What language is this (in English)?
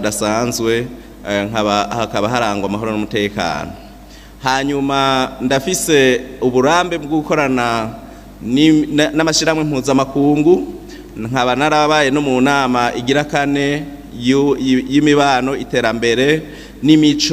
Rundi